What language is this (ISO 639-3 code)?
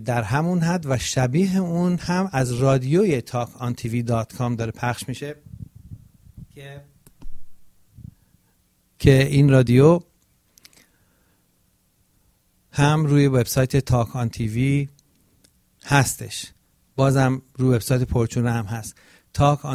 fas